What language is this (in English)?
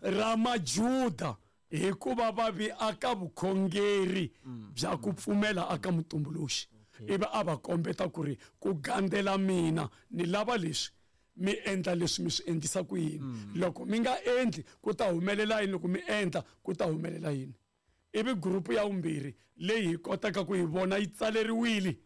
Tsonga